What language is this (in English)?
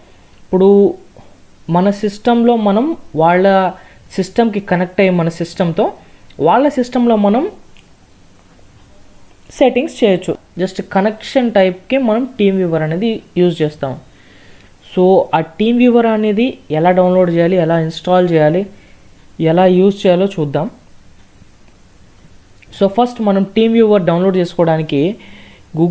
Telugu